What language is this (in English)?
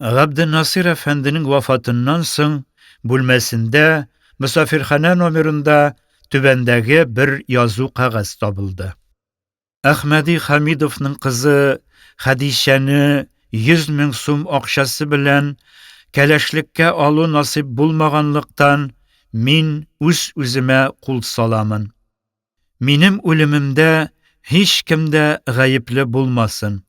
Tatar